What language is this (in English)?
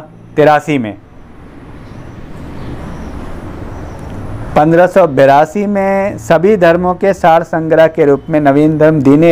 Hindi